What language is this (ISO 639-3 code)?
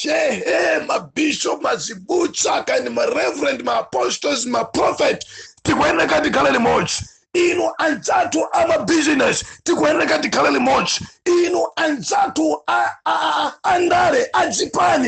nya